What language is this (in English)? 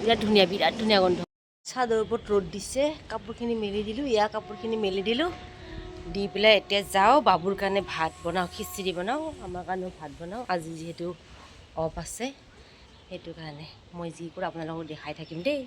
Assamese